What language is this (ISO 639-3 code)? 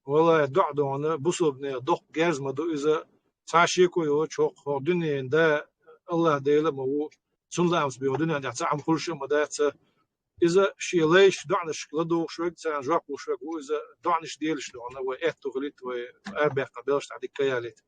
che